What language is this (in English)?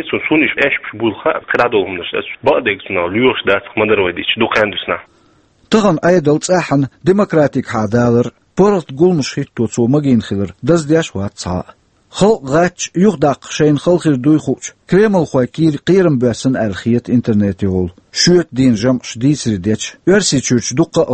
Chechen